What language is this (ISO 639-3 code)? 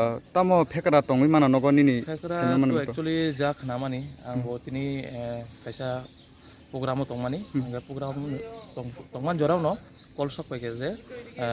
trp